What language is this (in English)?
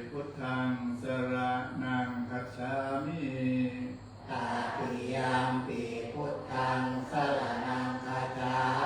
Pali